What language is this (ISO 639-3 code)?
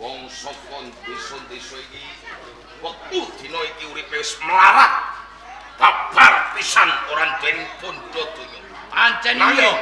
jav